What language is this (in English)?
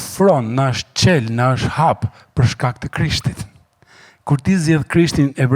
Albanian